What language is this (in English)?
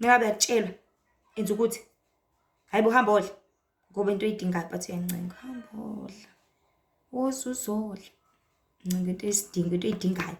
Zulu